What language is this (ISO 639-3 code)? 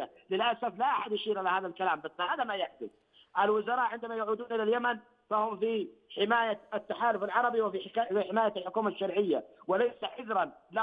ara